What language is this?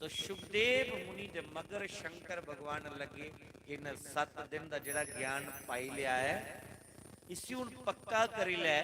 Dogri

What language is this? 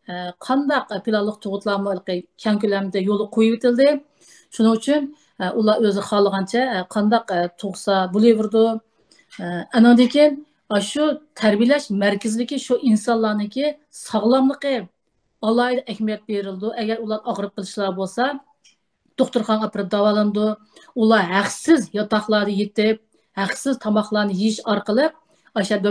Uyghur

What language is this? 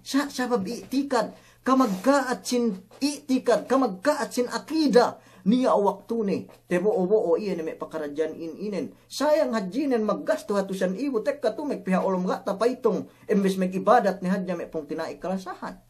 Yakan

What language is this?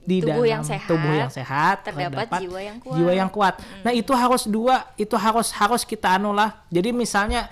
Banjar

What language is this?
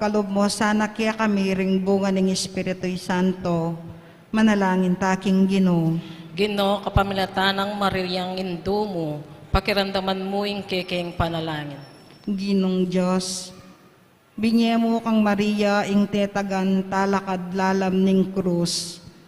Pampanga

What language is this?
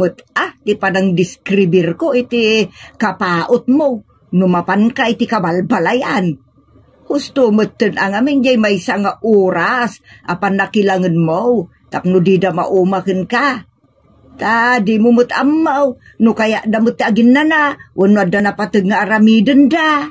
Iloko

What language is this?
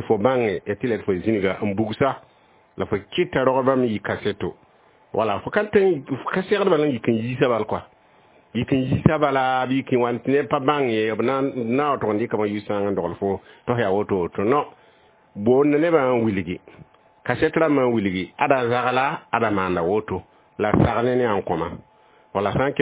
Mossi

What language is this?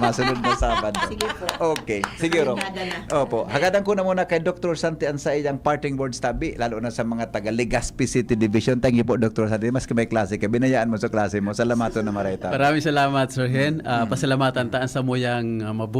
Bikol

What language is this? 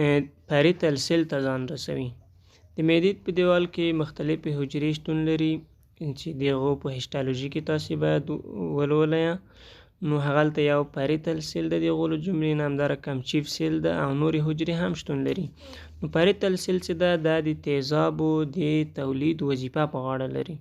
Pashto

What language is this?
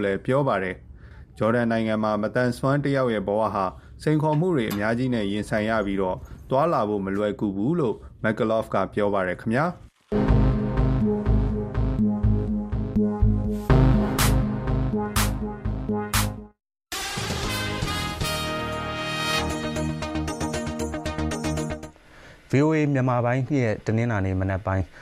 Burmese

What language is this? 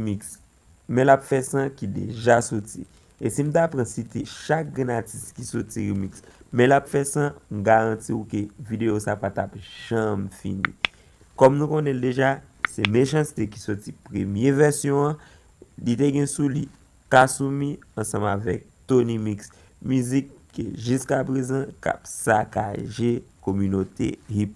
Haitian Creole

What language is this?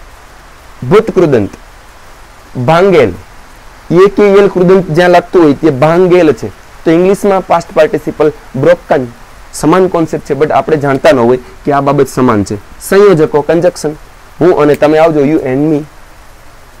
Gujarati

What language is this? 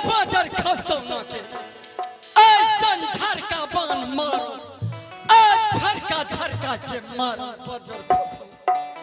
Angika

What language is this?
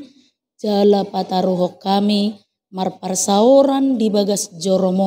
Batak Toba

